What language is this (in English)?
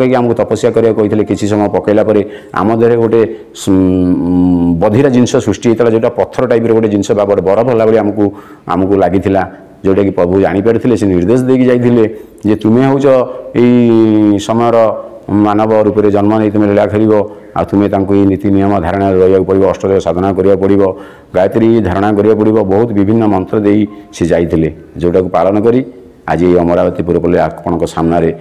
Odia